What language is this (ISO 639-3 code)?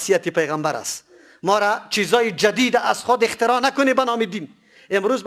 fas